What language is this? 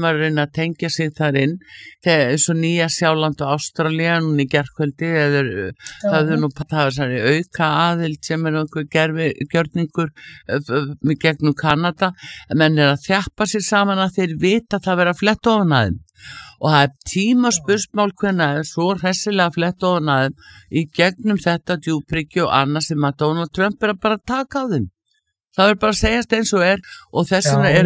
Icelandic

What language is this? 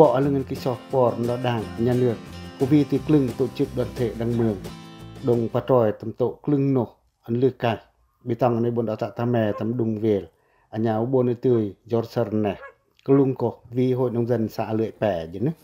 Pacoh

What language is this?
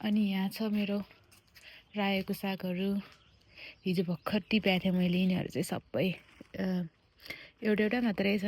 Nepali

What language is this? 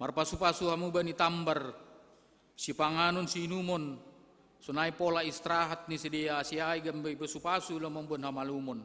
Batak Simalungun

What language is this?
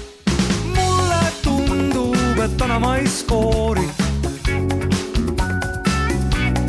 Estonian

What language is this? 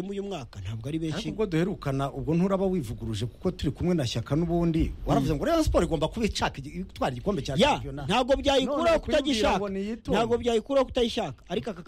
Kinyarwanda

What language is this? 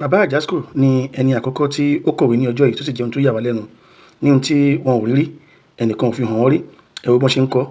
Yoruba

